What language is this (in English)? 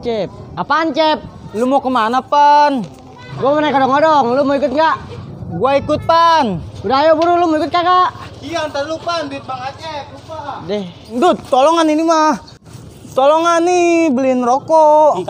Betawi